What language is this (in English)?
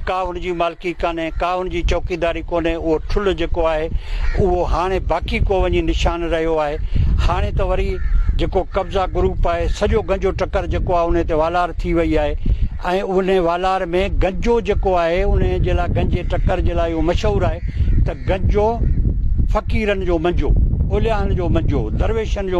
Sindhi